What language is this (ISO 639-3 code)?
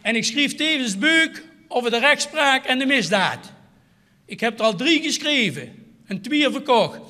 lim